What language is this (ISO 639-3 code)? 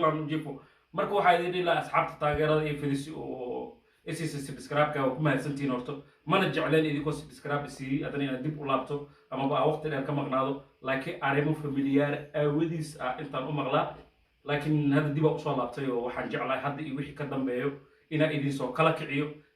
som